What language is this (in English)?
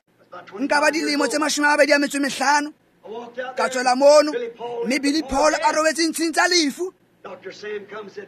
Tswana